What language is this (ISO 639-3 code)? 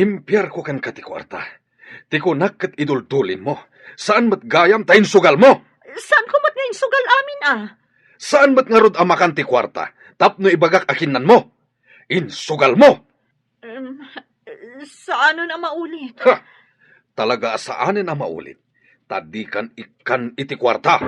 ilo